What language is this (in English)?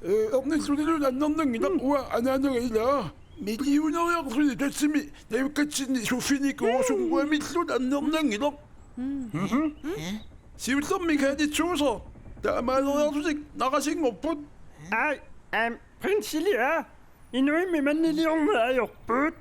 Kalaallisut